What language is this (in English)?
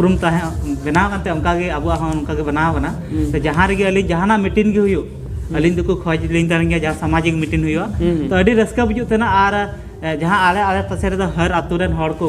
Santali